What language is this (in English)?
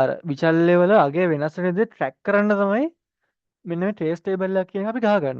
Sinhala